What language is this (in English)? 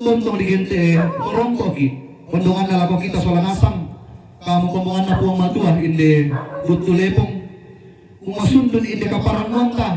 Toraja-Sa'dan